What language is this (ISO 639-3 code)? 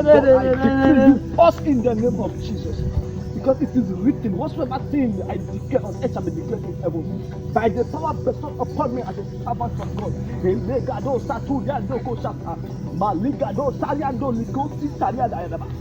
pcm